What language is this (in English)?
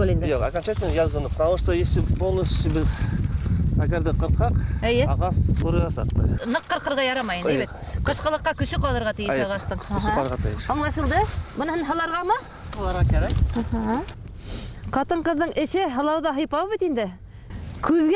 Bashkir